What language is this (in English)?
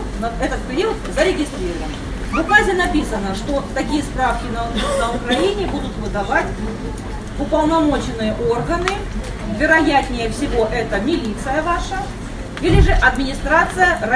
Russian